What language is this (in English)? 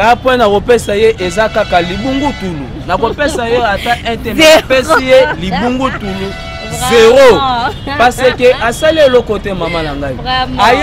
Lingala